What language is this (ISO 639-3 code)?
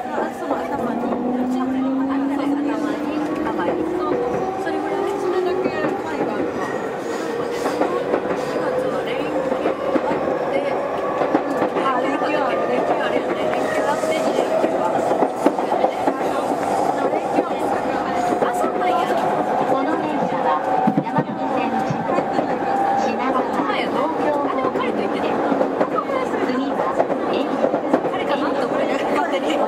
jpn